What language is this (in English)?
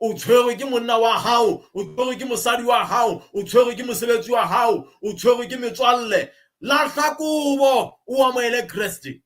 Southern Sotho